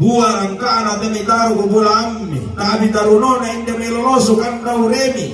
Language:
Toraja-Sa'dan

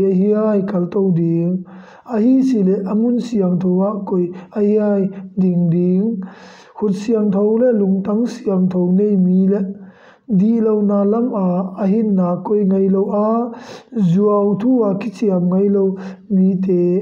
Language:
Tedim Chin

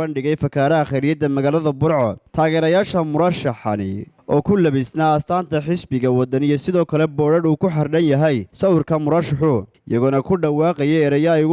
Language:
Somali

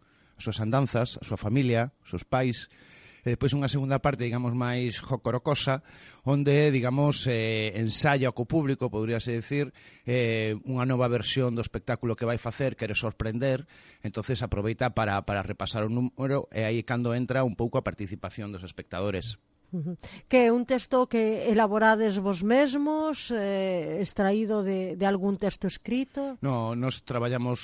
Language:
Galician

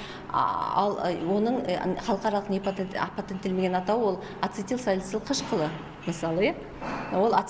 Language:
Kazakh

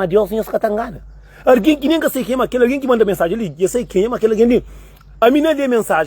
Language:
Kabuverdianu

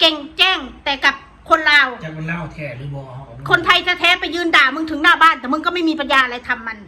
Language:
Northeastern Thai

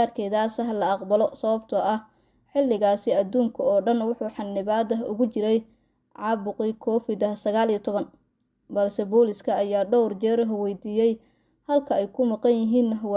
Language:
Somali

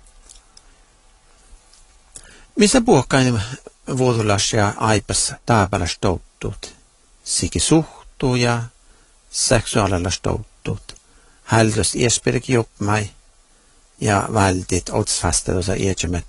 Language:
Finnish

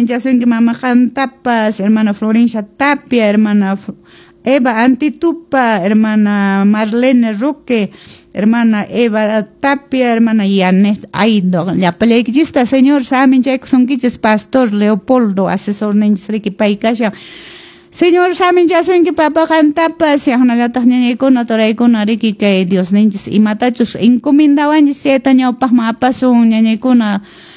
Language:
Quechua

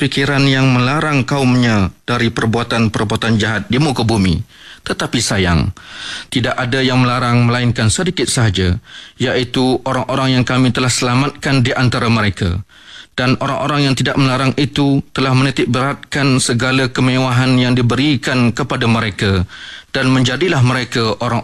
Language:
Malay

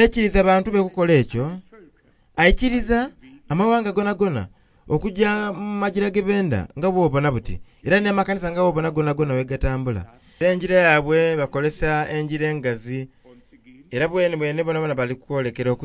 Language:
Soga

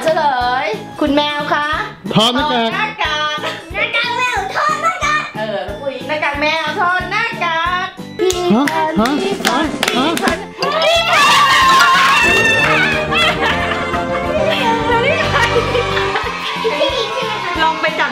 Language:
Thai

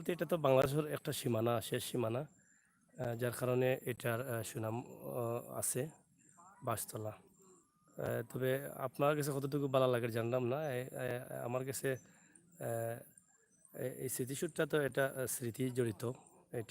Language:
Sylheti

